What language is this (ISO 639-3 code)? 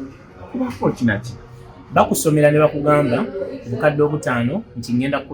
lug